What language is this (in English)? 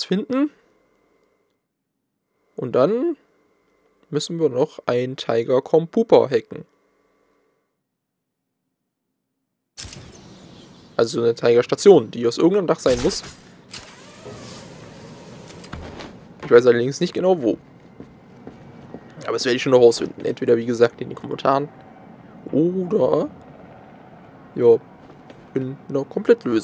German